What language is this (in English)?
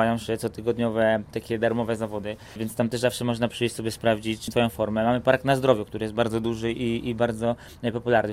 Polish